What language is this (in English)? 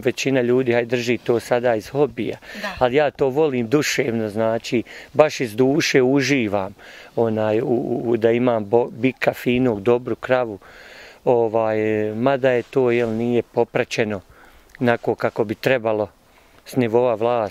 Bosnian